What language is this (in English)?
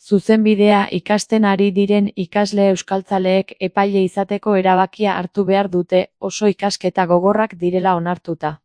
Basque